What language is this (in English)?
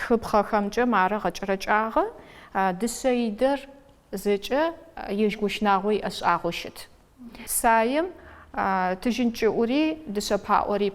Adyghe